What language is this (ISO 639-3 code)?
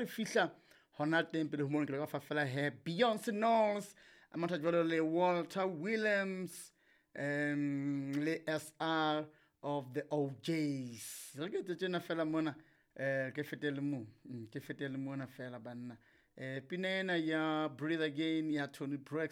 sot